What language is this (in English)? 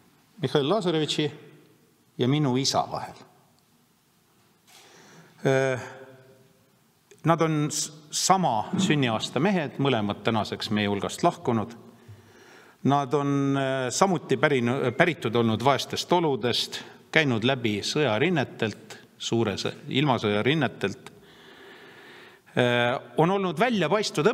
Estonian